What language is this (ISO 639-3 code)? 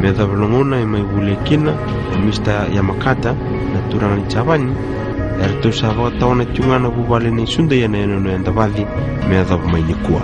fij